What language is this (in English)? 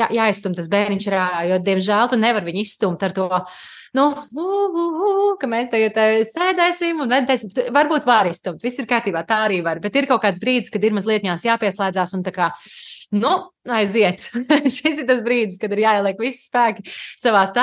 Latvian